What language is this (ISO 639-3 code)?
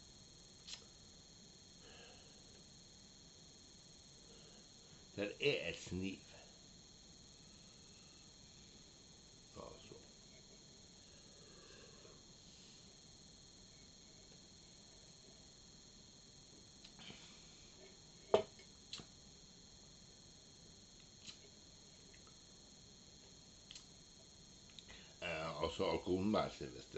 nor